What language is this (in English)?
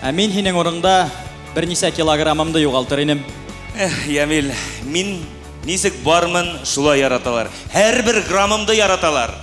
Bashkir